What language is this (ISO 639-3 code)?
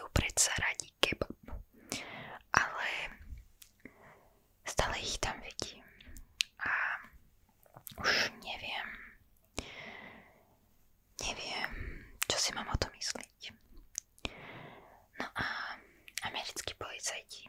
slk